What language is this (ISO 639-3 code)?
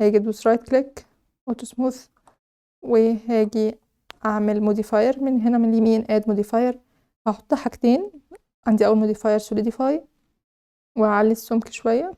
arz